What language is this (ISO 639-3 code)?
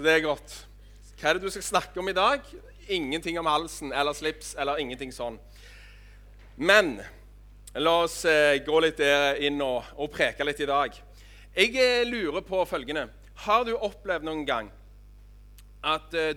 nor